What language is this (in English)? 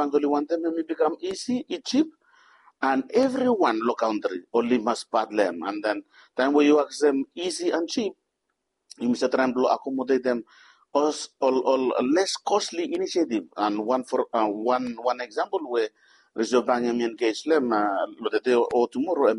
Bislama